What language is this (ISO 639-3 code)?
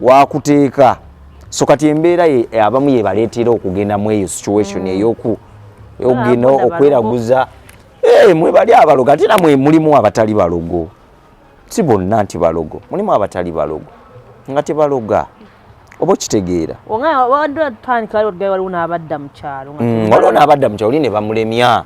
lug